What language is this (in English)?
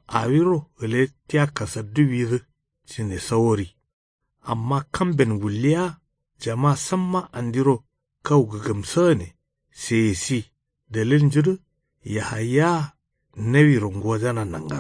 Kanuri